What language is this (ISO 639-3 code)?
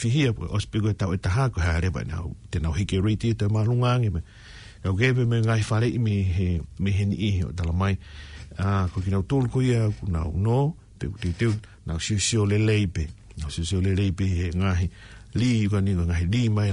ton